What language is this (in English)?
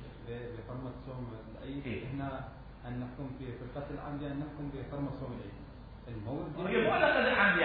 Arabic